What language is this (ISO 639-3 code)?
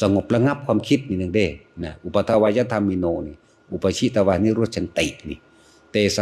tts